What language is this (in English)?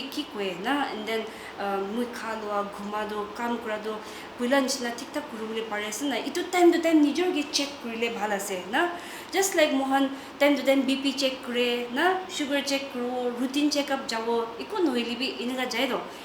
Naga Pidgin